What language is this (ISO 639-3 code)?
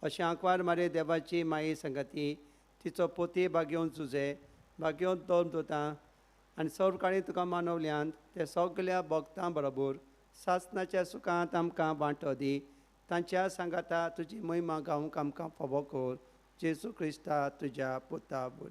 kok